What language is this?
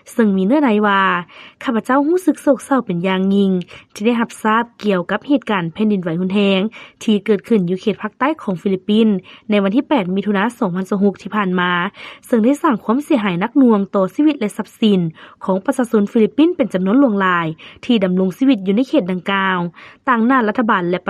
Lao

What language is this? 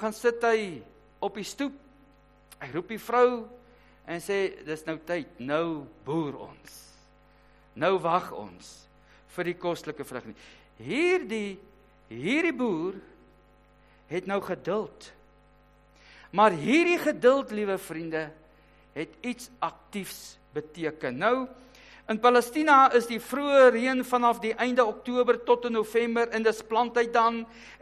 Afrikaans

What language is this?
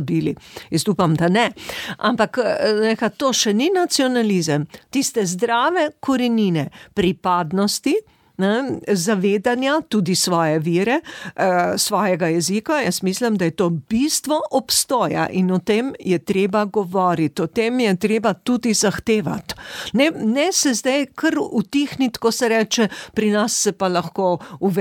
Slovenian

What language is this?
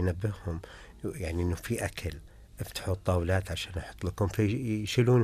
Najdi Arabic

